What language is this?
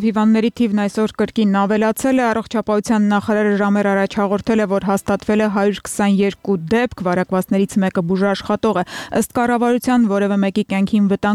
Armenian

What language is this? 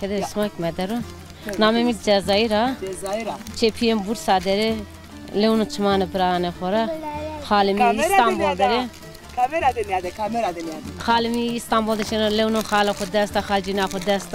Zaza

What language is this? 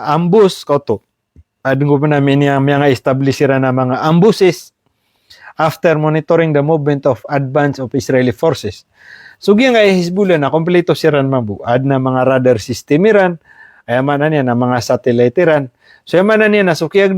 Maranao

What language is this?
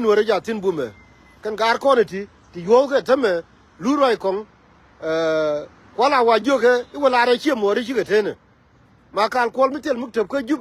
Nuer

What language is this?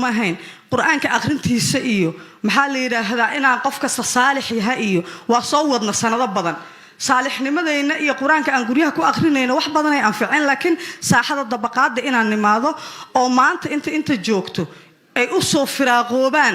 Somali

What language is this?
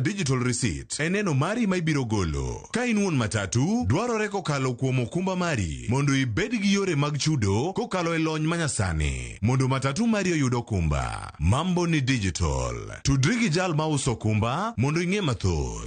Luo (Kenya and Tanzania)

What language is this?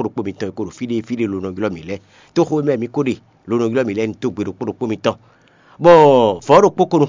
Fon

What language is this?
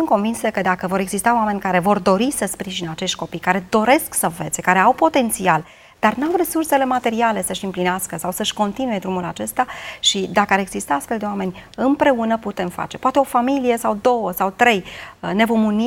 Romanian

